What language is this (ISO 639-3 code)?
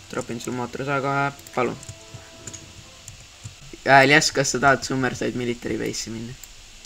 est